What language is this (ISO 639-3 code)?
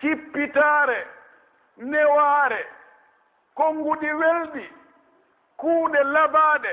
fuf